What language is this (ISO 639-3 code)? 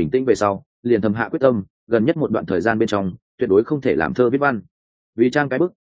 vie